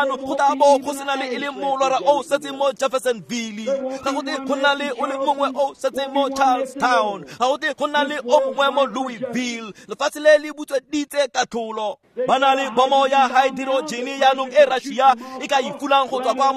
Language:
Tswana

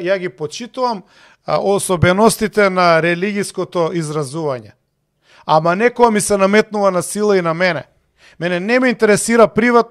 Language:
Macedonian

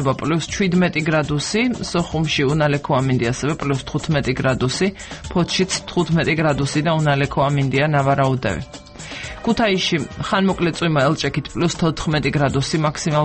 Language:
Georgian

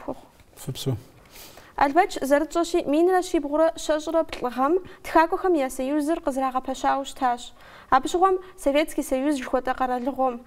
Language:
Kabardian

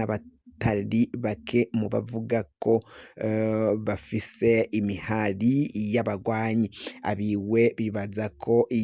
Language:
Rundi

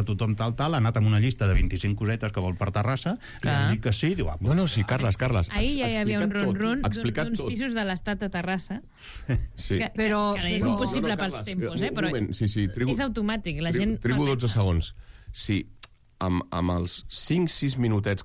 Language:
Catalan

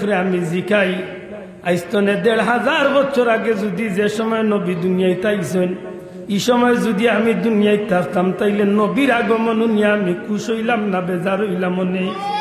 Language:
Sylheti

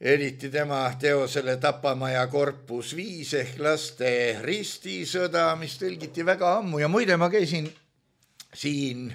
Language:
Estonian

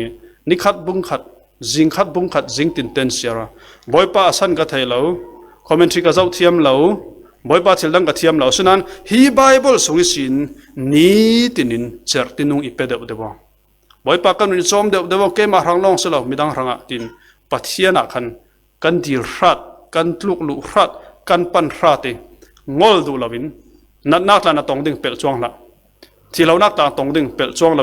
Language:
Falam Chin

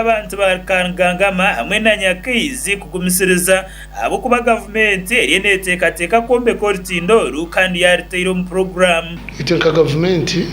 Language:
Nyankole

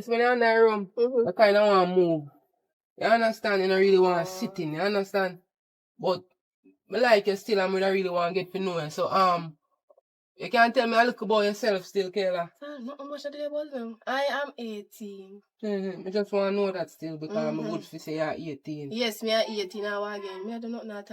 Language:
Jamaican Creole English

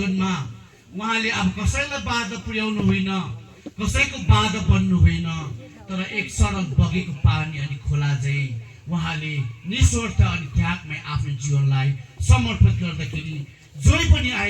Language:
Nepali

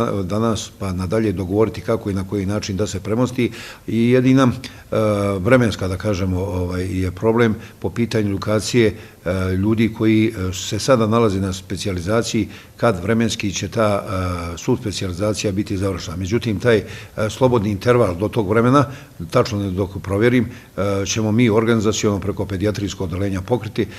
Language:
Bosnian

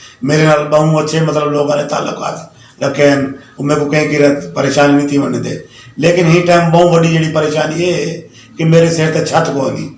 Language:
Saraiki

